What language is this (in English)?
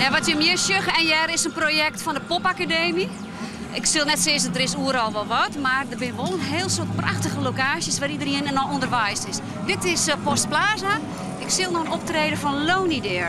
Western Frisian